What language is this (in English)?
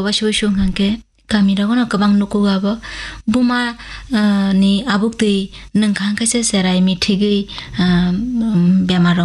Kok Borok